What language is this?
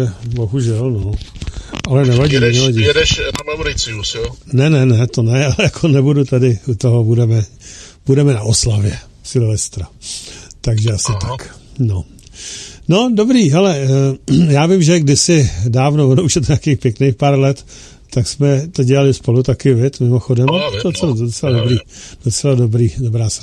Czech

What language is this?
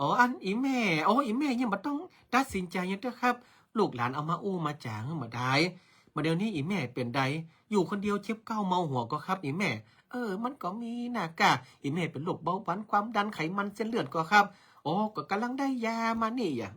Northern Thai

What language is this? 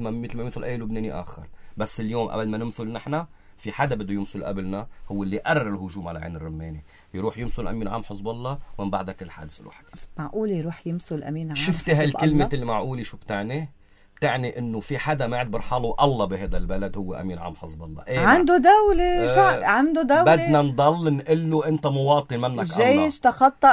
North Levantine Arabic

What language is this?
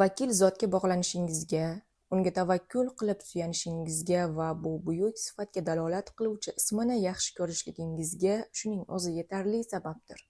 Uzbek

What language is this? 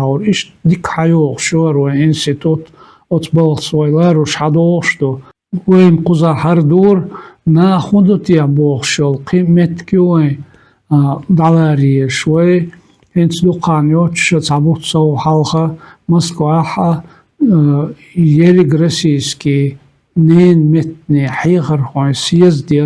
Chechen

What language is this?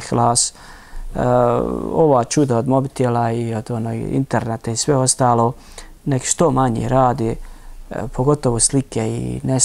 Bosnian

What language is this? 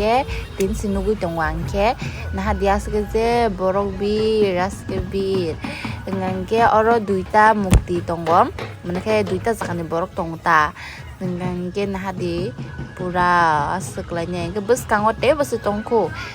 Kok Borok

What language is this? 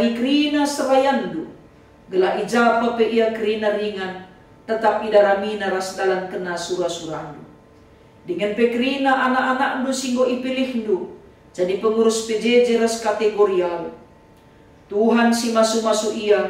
Batak Karo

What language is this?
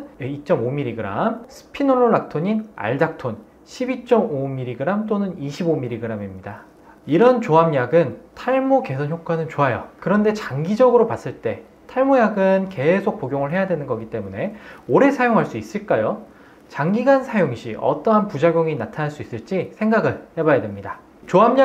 Korean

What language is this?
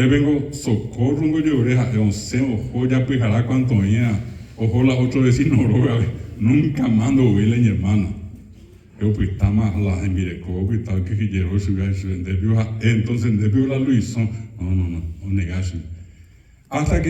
Guarani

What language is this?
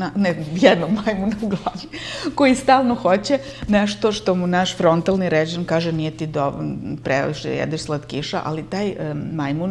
Serbian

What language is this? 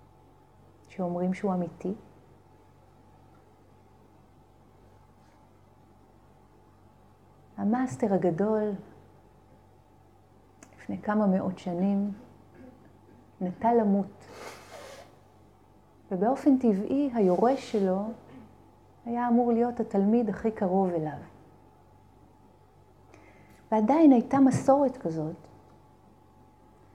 Hebrew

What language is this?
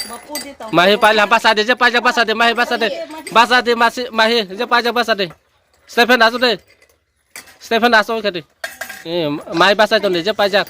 Kok Borok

